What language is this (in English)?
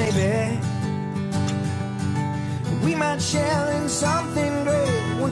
English